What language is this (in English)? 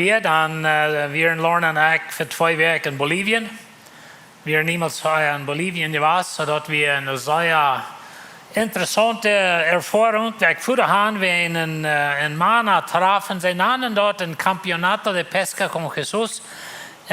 Plautdietsch